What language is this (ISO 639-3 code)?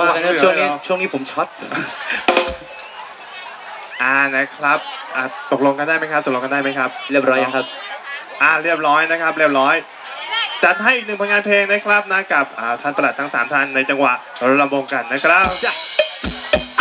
tha